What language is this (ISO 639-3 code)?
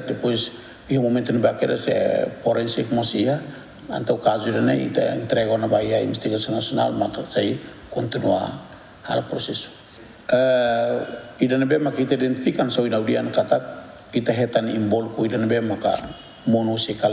tet